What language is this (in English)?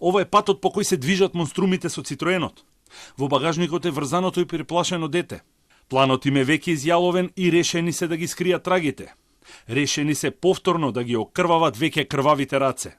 Macedonian